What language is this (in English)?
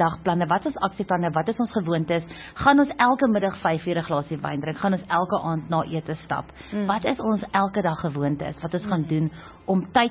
Afrikaans